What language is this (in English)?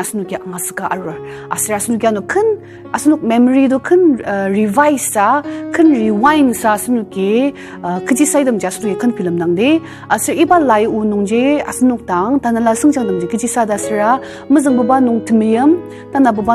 Ao Naga